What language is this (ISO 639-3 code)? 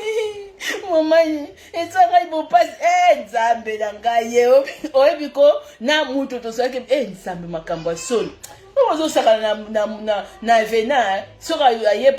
lin